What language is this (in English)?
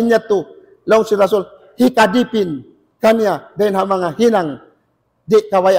Tausug